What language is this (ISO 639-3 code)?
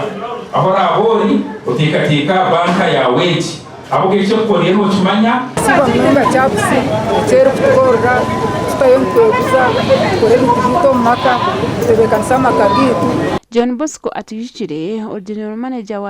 nyn